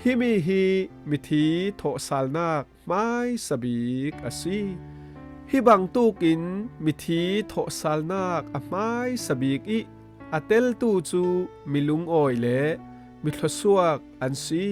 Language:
Falam Chin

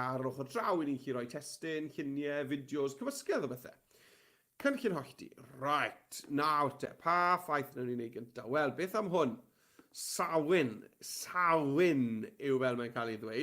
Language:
Welsh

